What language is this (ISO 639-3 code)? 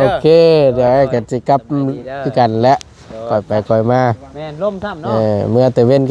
tts